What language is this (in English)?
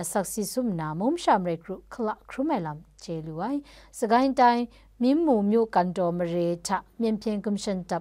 Kachin